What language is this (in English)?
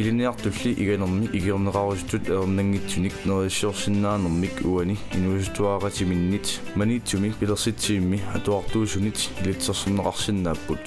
Kalaallisut